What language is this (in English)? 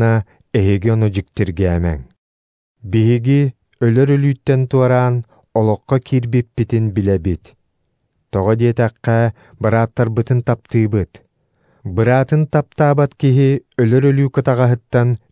Yakut